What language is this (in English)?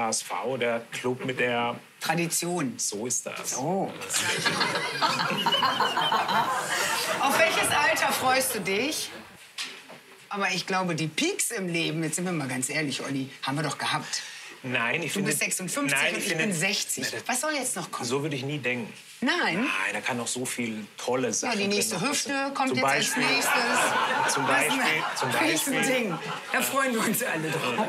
German